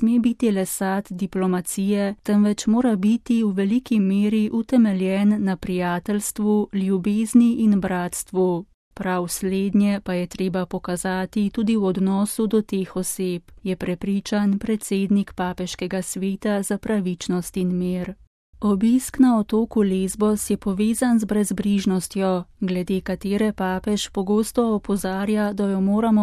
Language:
Slovenian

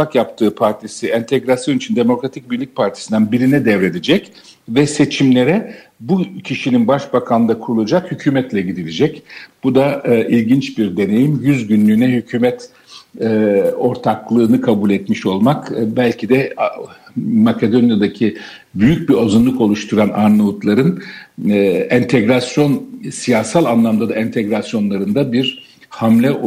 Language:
Turkish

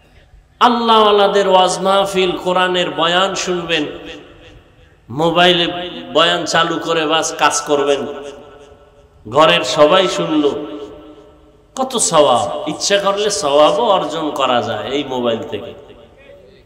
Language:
Bangla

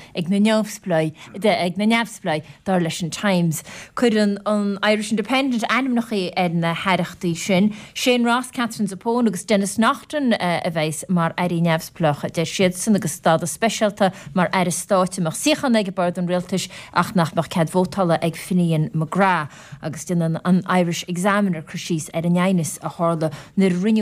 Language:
Irish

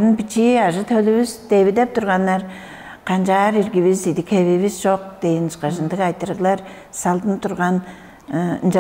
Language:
Tuvinian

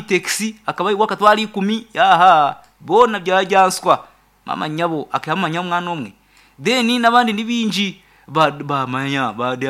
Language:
Nyankole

